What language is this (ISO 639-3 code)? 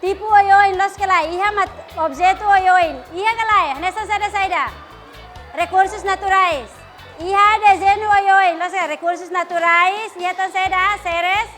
tet